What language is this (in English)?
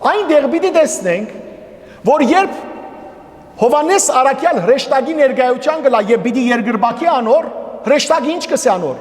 Western Armenian